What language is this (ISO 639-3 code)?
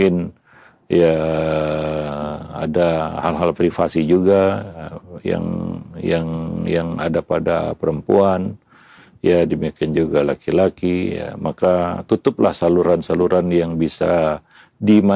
ind